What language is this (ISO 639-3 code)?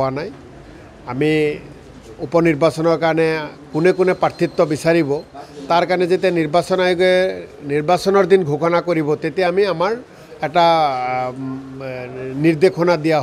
asm